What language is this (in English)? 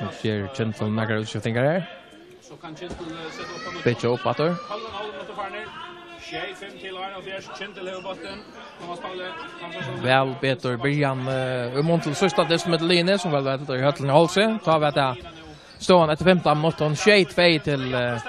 Faroese